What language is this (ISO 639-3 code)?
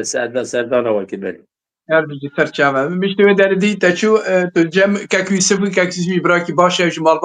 kur